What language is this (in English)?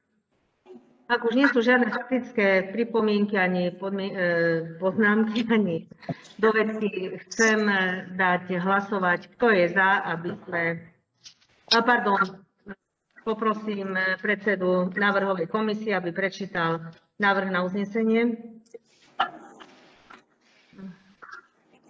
Slovak